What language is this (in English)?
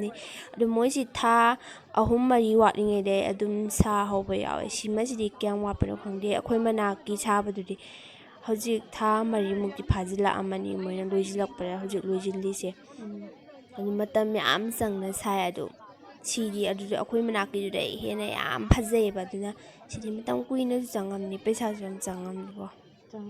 Manipuri